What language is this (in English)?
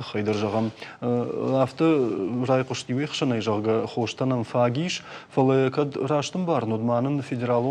Ossetic